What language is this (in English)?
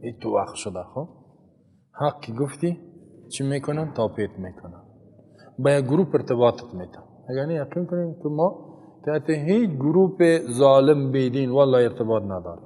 Persian